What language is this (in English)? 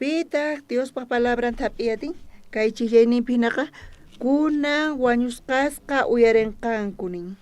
South Bolivian Quechua